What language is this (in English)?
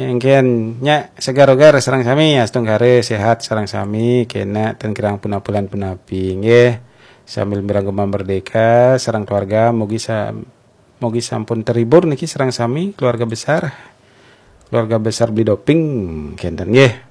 Balinese